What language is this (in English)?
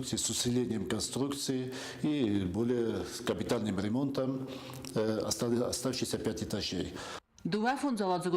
Ossetic